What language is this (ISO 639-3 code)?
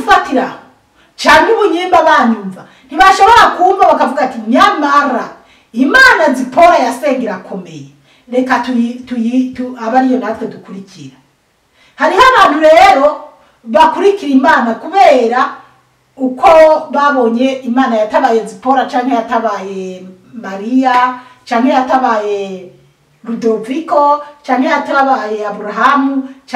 run